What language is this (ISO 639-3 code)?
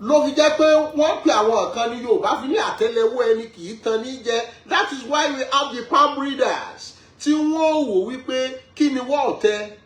yor